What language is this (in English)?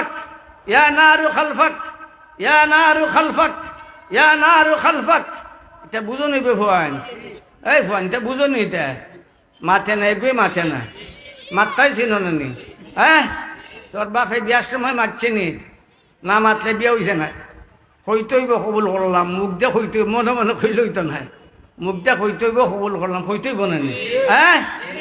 Sylheti